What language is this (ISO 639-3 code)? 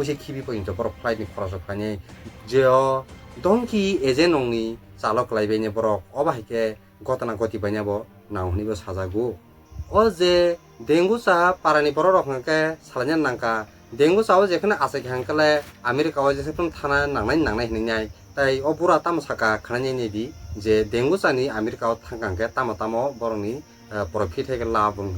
trp